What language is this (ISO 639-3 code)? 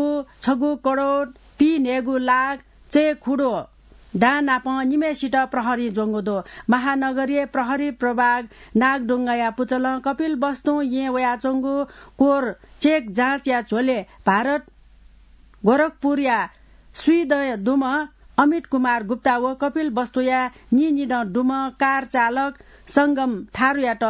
new